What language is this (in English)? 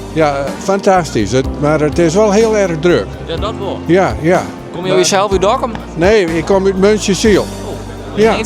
Western Frisian